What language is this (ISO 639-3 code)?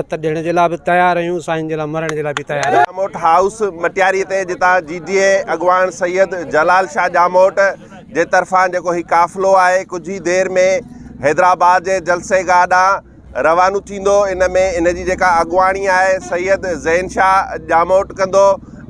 snd